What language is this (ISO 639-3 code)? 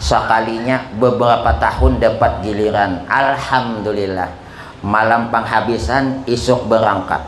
bjn